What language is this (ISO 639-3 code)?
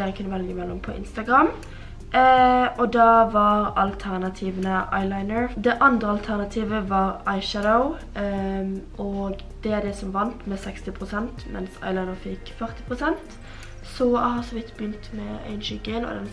nor